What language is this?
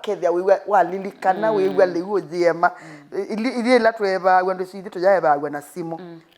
Kamba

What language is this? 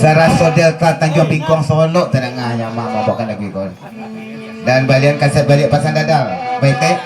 Minangkabau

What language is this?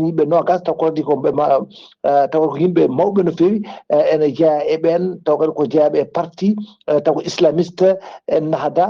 Fula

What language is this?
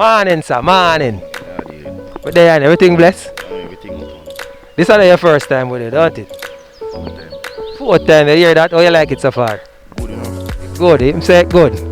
Jamaican Creole English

